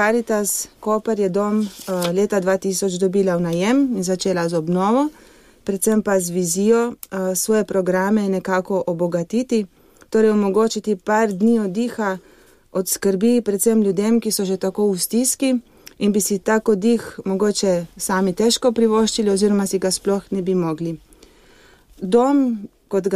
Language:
Slovenian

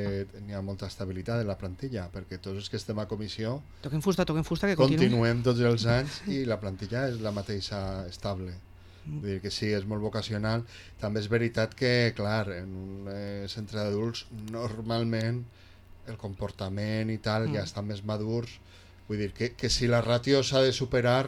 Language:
Catalan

